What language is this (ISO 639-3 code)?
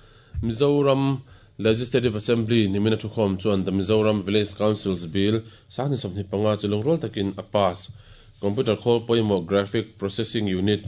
lus